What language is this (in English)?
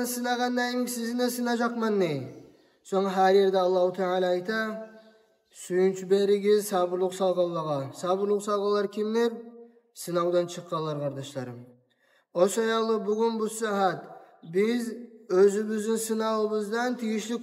Kumyk